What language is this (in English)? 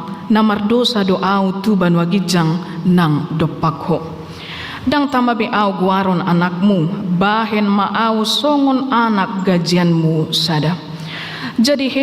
Batak Toba